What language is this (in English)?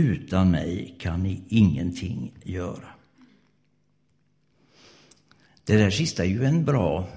Swedish